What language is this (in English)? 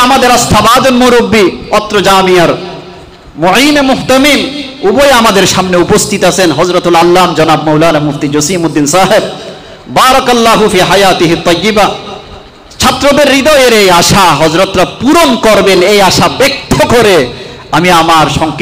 Bangla